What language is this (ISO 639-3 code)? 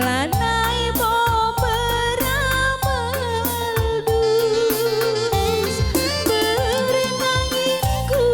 btx